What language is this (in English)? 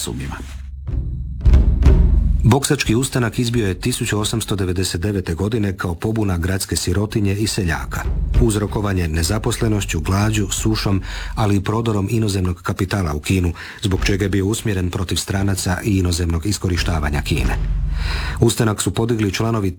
Croatian